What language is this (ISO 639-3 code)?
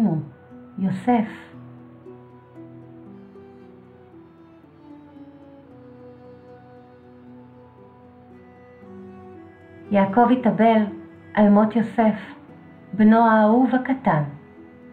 heb